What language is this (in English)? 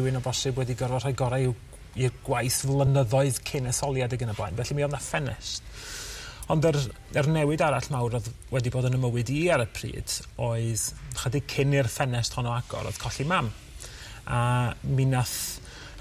Welsh